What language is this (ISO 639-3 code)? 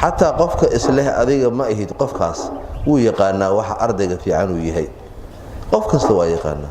som